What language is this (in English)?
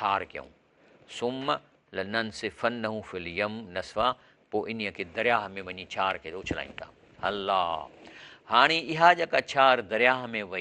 Sindhi